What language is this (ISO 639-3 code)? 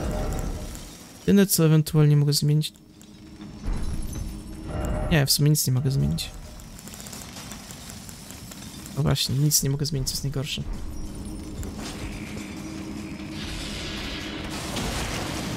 pol